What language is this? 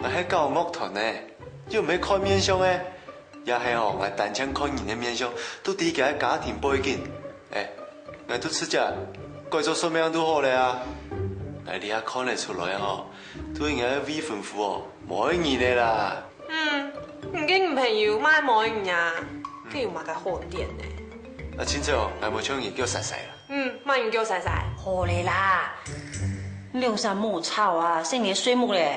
Hakka Chinese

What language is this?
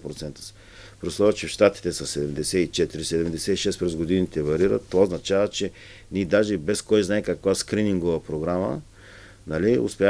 Bulgarian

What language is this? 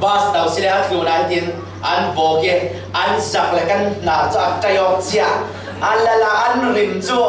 Falam Chin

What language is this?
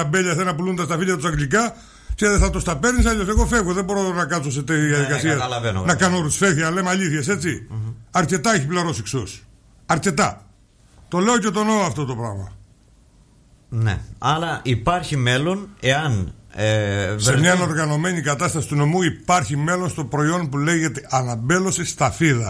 Greek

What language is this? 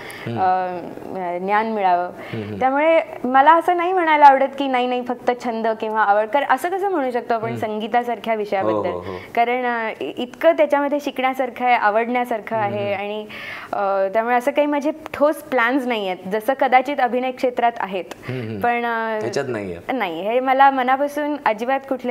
Marathi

